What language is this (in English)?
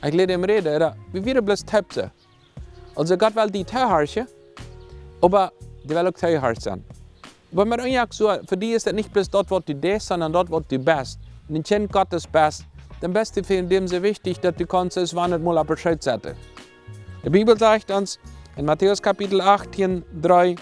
Plautdietsch